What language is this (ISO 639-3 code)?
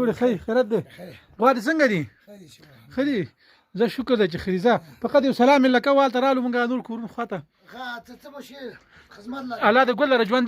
pus